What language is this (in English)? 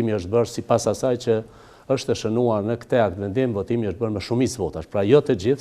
Albanian